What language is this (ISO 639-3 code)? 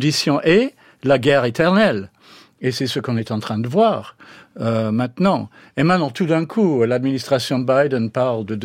fra